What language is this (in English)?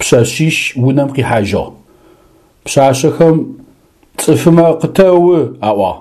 Adyghe